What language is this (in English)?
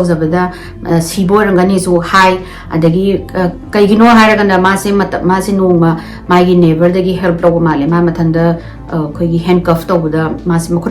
Manipuri